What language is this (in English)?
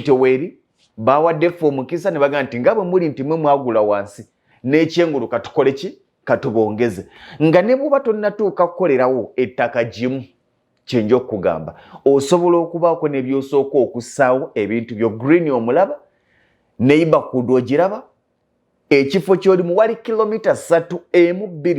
Ganda